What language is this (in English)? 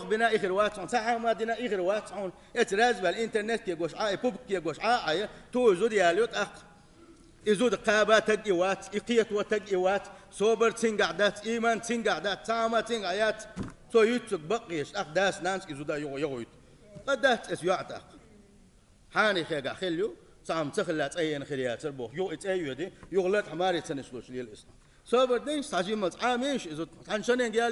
Chechen